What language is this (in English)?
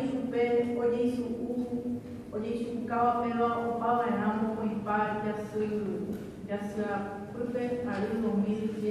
Guarani